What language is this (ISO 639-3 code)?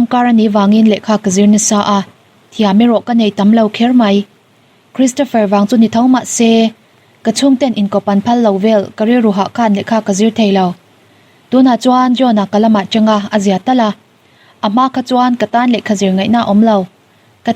lus